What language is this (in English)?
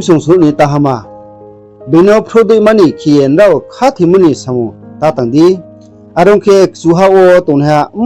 Riang (India)